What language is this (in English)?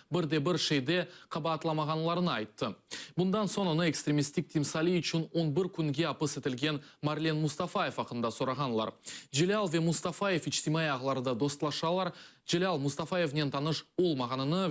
Crimean Tatar